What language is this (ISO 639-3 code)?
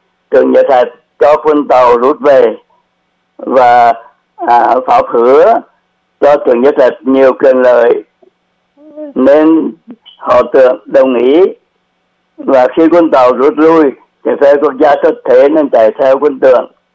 vie